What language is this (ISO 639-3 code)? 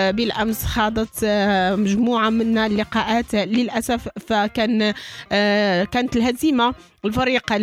ary